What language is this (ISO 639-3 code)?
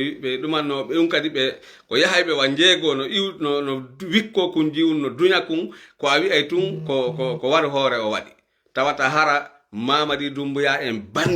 ful